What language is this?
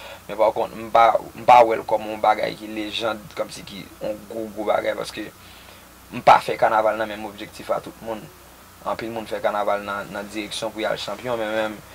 Haitian Creole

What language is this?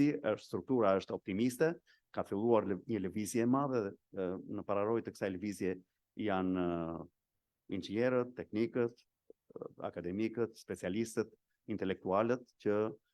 Albanian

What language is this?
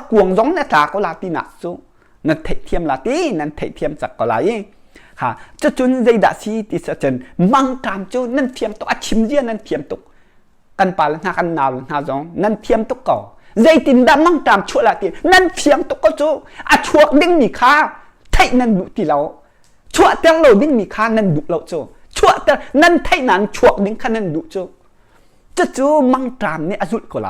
Hakha Chin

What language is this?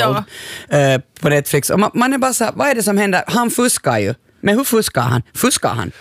Swedish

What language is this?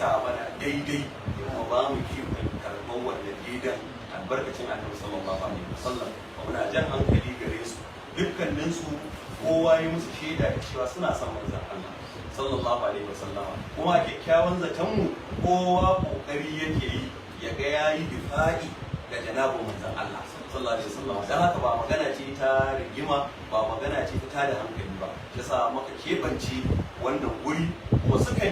Hausa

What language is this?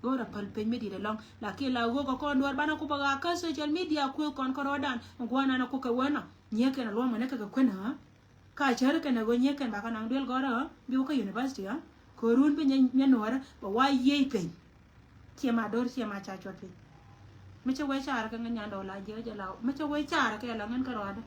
Nuer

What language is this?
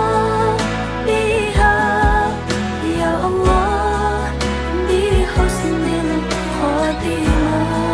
Indonesian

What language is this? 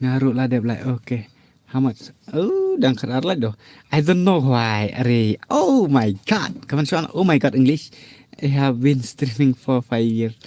Khasi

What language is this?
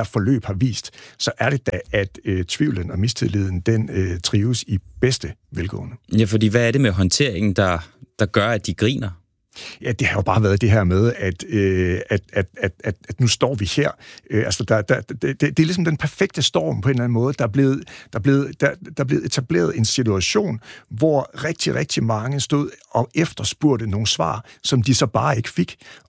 Danish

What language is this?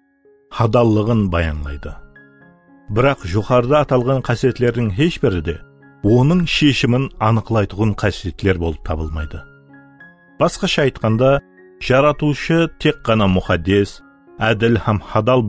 Kara-Kalpak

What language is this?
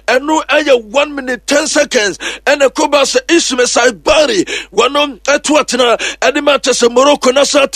Akan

